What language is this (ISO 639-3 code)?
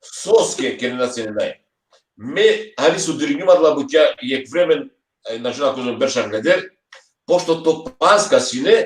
rmn